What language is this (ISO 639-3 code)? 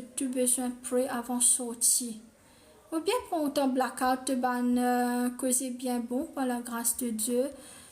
mfe